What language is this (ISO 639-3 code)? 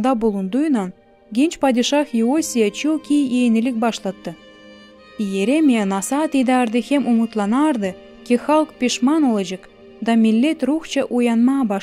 gag